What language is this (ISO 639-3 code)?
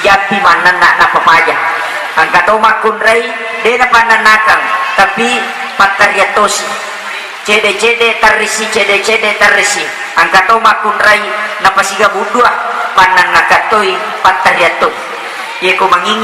bug